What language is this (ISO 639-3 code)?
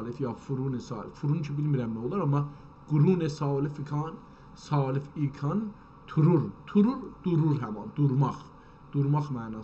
azb